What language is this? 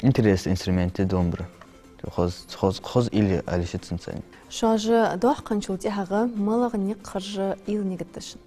Ingush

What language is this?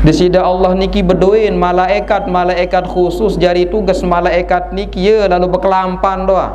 Sasak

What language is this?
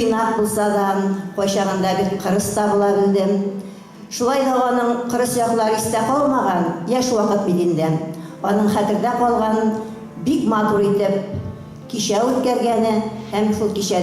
Tatar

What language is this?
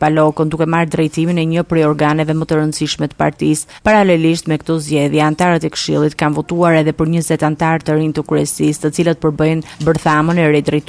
Albanian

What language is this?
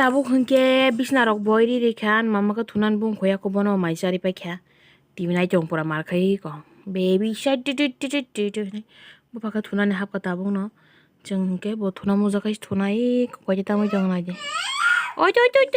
Kok Borok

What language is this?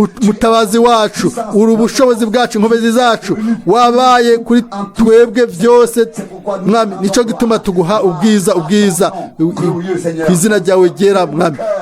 Rundi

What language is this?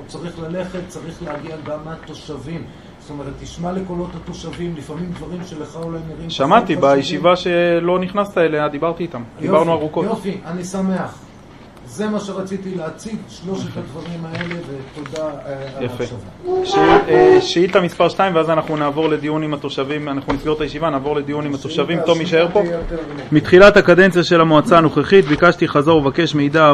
Hebrew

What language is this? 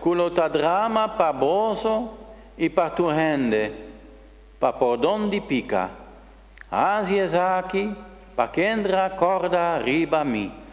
Papiamento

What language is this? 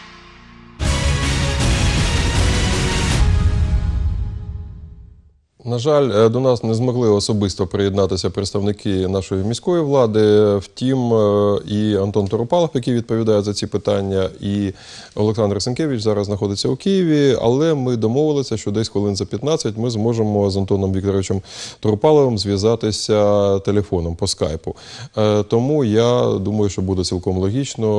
Ukrainian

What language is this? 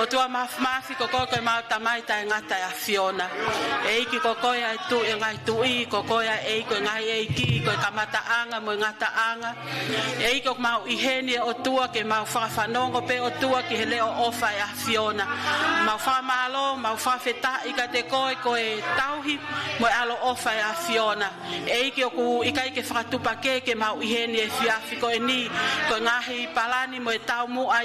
Tongan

